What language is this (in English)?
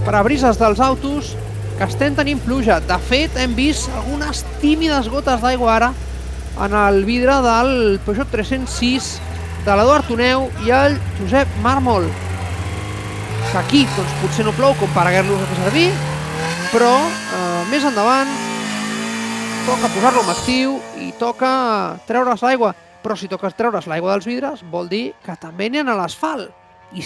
Catalan